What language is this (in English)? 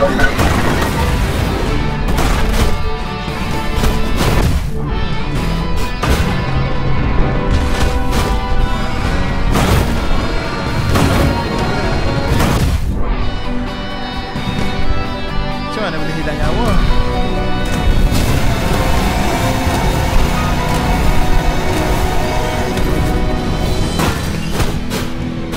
Malay